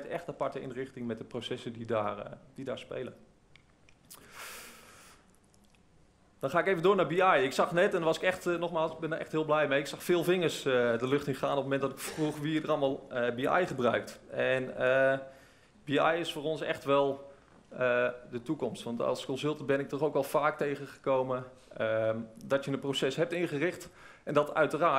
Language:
Dutch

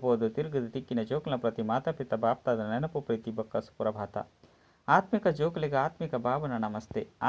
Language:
Tulu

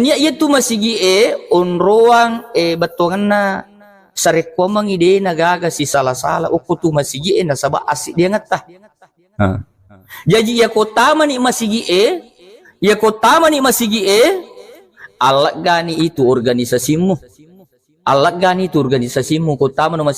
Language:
Buginese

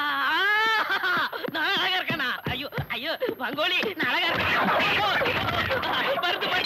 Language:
Tamil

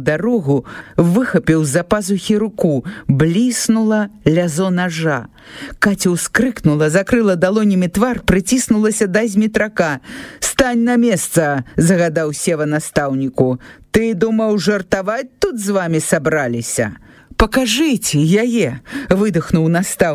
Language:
Belarusian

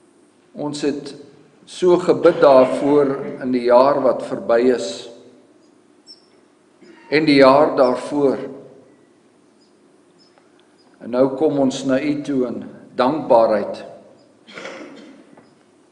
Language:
Afrikaans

